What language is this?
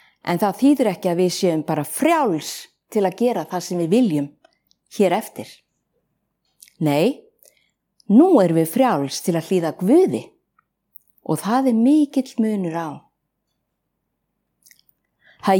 Icelandic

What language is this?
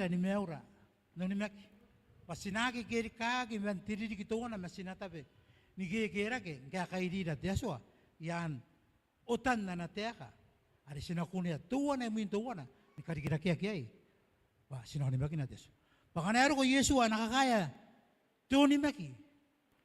Gilbertese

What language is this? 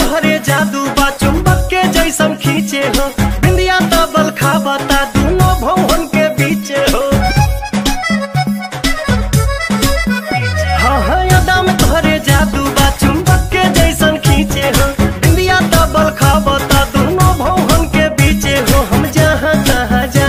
Bhojpuri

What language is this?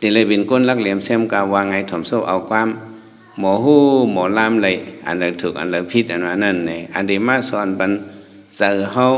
Shan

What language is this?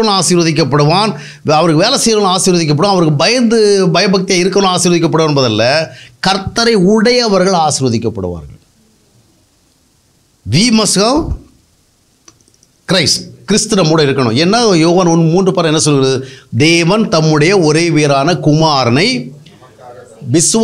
Tamil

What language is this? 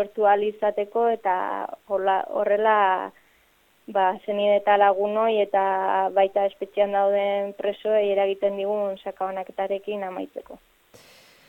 Basque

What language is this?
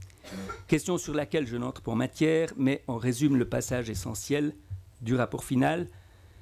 French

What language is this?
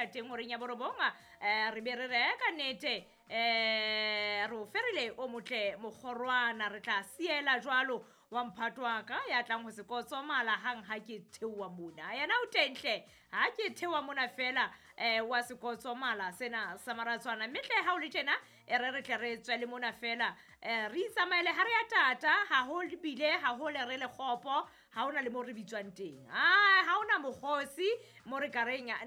Southern Sotho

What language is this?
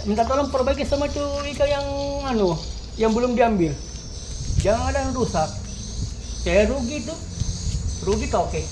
Buginese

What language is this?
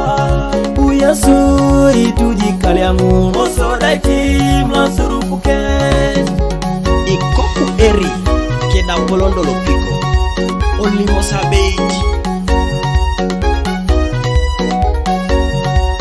Swahili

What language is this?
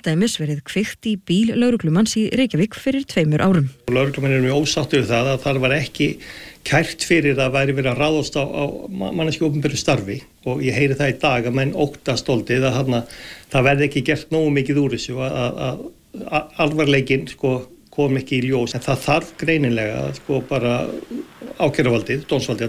Icelandic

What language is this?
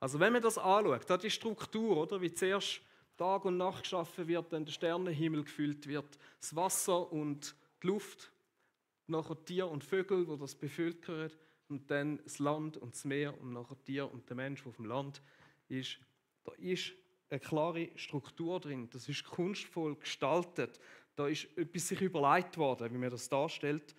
Swiss German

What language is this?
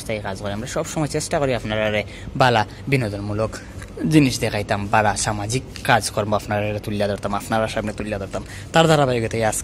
Sylheti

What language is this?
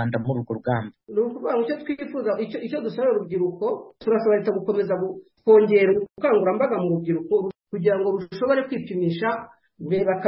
Kinyarwanda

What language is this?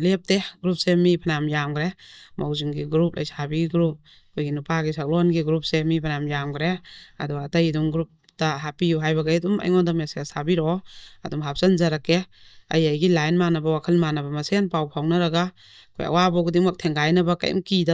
Manipuri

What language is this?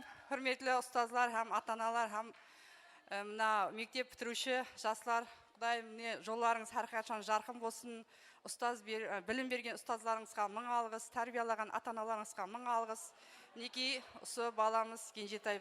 Kara-Kalpak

